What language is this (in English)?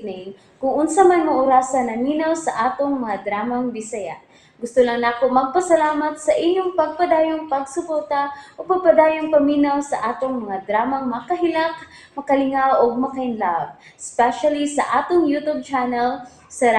Cebuano